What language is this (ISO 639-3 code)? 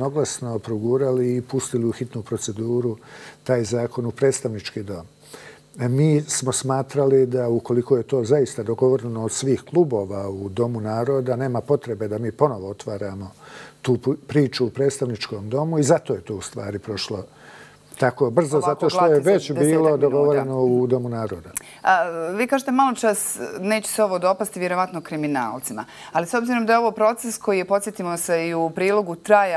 bos